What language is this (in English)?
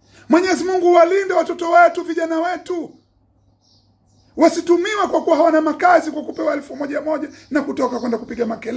Swahili